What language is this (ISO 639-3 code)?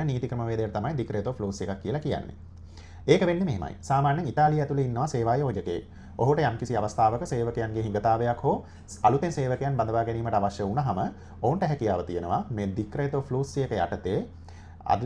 sin